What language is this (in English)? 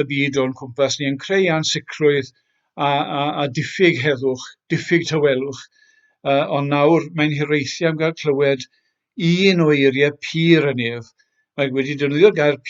Welsh